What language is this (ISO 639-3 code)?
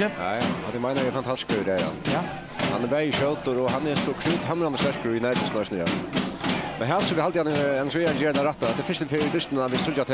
fao